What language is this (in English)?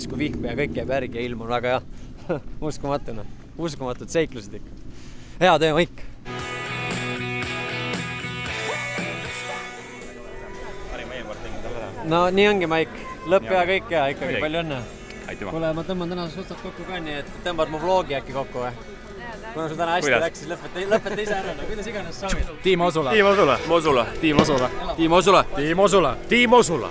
Estonian